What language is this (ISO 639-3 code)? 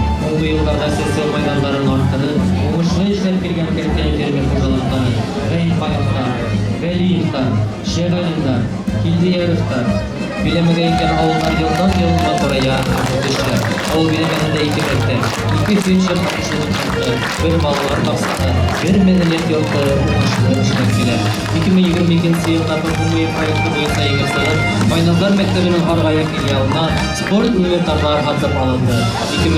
bak